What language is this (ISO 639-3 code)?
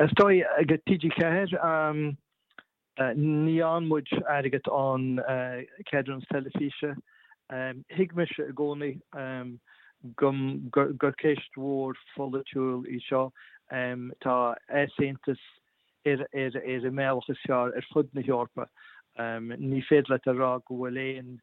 gle